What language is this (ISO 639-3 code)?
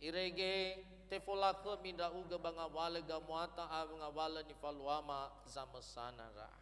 nia